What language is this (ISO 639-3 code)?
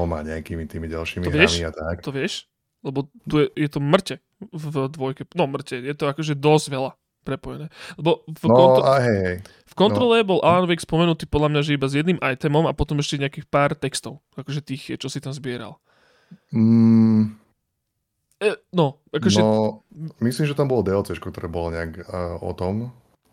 slk